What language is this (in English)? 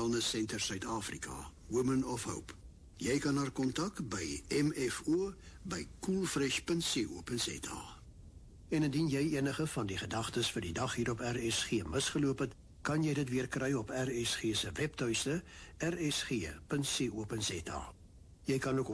Afrikaans